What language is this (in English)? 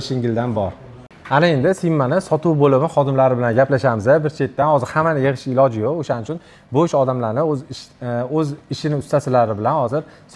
Uzbek